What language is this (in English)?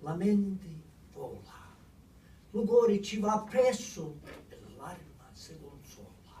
Sicilian